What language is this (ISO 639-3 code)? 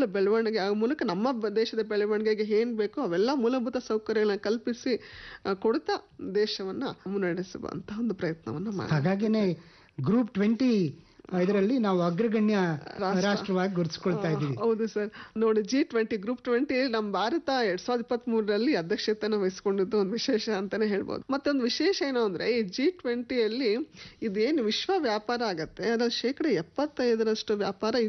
kan